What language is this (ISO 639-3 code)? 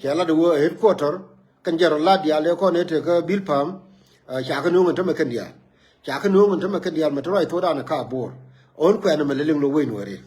nus